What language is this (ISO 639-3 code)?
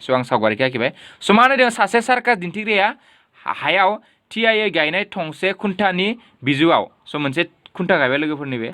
brx